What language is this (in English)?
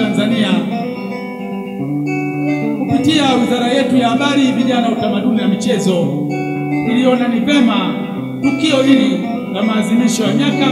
Swahili